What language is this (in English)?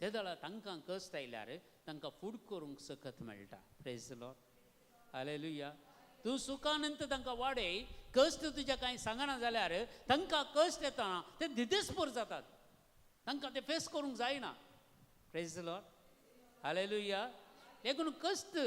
Konkani